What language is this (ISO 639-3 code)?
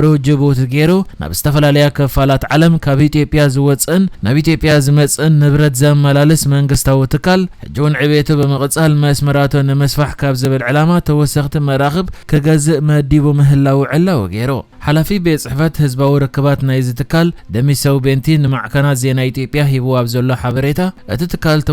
tir